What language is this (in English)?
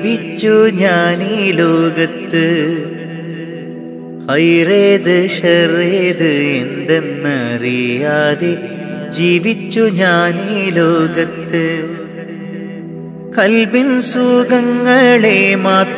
Malayalam